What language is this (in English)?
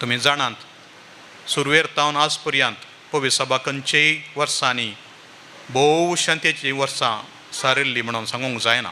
Konkani